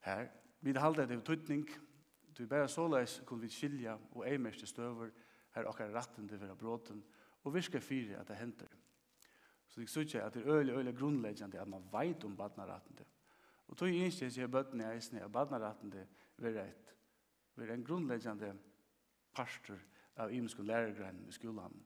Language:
Faroese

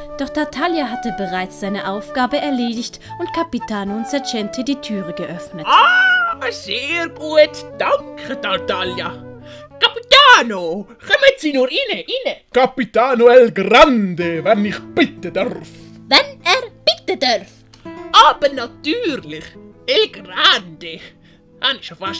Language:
Swiss German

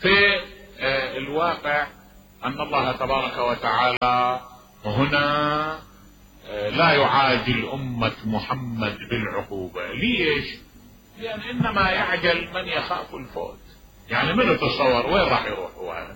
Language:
Mesopotamian Arabic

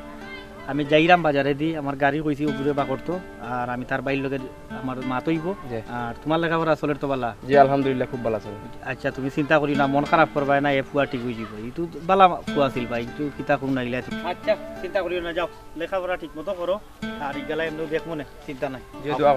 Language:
Sylheti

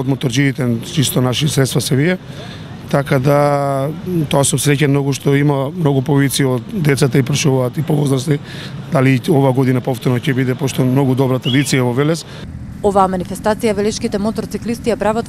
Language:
Macedonian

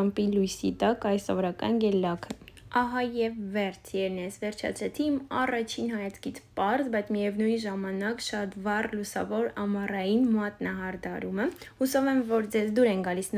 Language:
Armenian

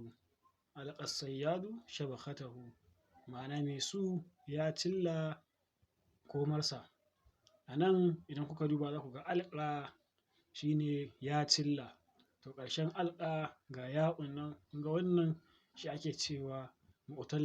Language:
Hausa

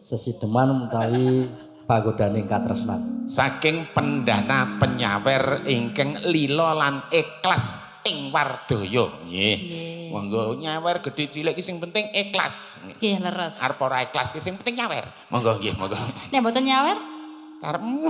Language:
Javanese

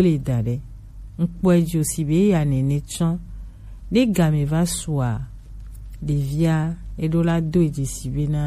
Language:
Gen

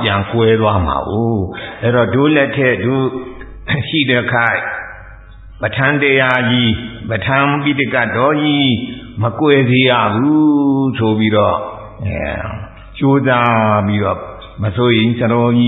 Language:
Burmese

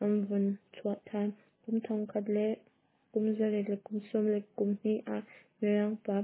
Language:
Hakha Chin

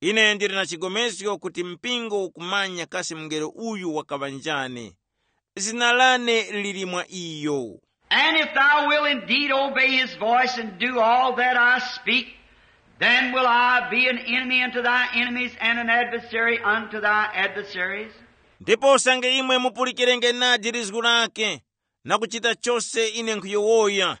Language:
Tumbuka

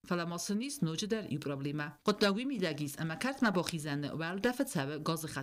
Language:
Ossetic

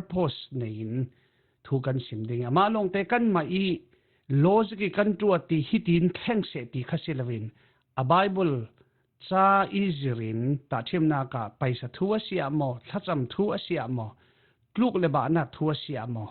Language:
Falam Chin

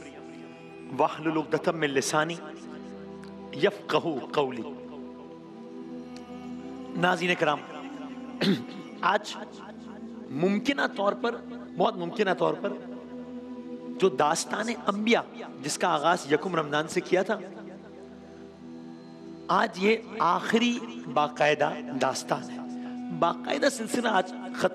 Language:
Urdu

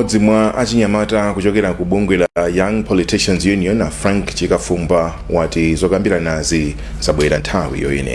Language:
Nyanja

